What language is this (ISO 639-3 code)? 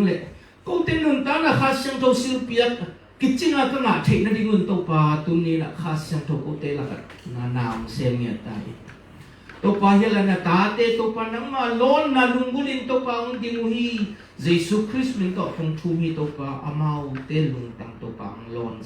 ctd